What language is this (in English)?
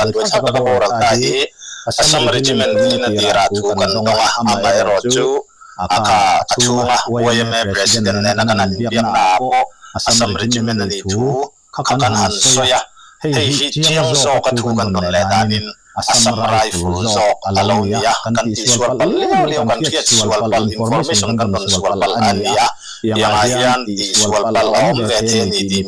Mizo